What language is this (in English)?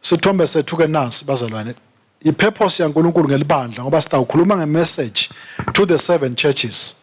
Swati